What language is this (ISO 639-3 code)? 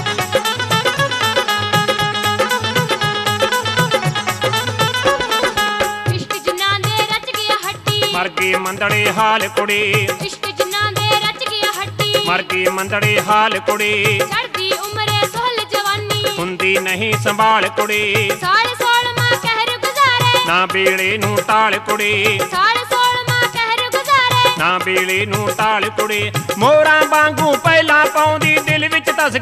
pan